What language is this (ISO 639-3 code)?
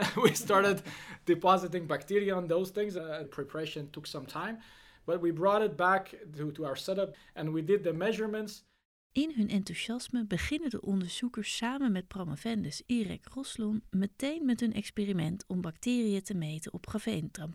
nld